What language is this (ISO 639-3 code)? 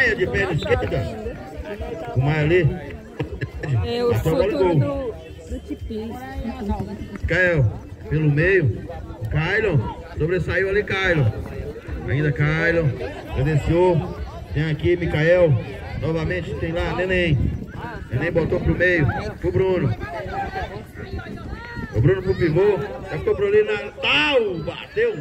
por